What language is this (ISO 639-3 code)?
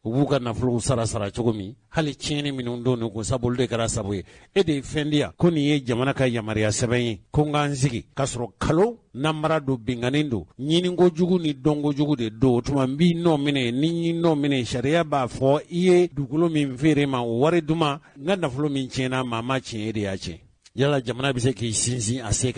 bam